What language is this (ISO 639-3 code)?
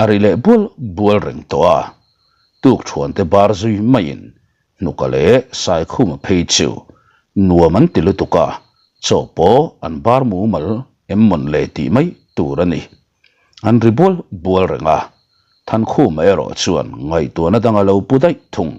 lus